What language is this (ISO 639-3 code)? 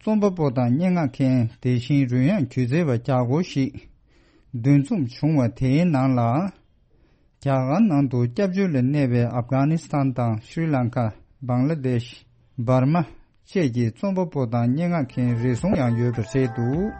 bod